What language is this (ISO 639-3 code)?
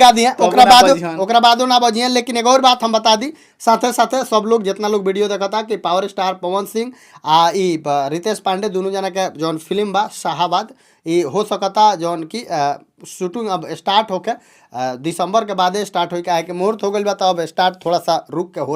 bho